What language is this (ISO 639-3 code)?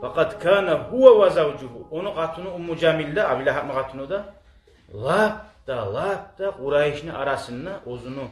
kum